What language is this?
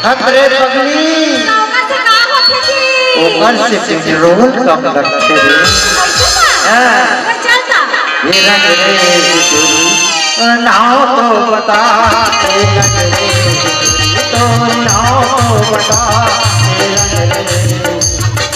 Chhattisgarhi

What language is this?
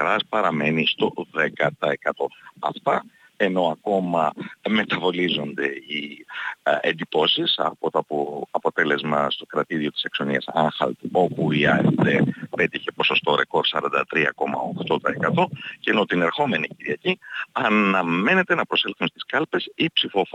Greek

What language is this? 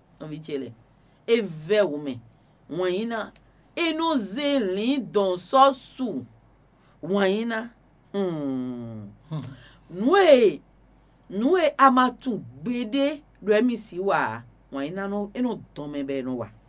Fon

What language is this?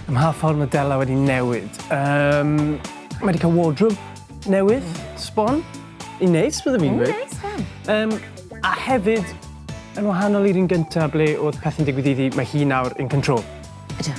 Welsh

